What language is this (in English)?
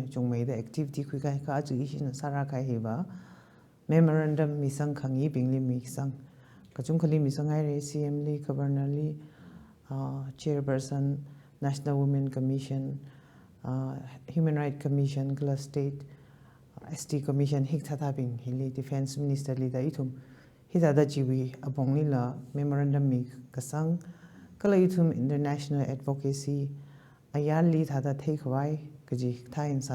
Tangkhul Naga (India)